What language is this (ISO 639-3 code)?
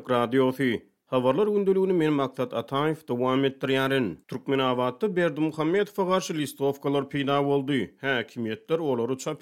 tuk